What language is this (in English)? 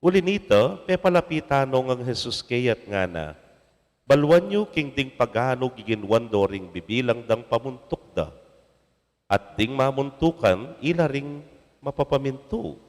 Pampanga